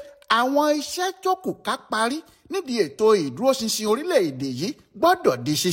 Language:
Yoruba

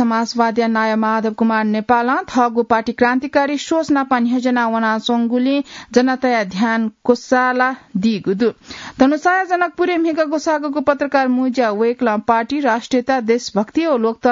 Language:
Newari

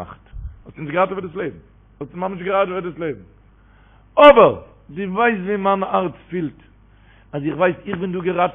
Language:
Yiddish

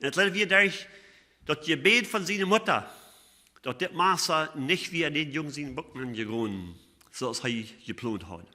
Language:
Plautdietsch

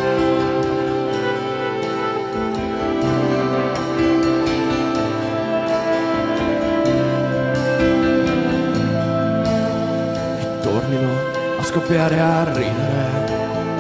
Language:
Italian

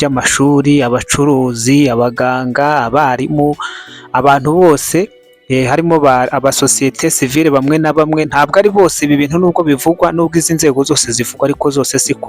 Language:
Kinyarwanda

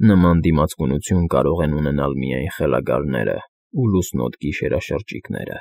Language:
Armenian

